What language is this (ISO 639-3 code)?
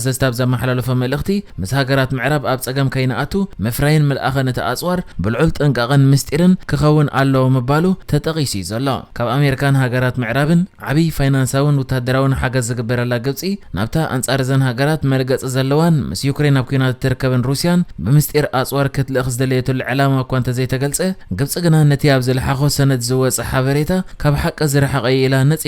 tir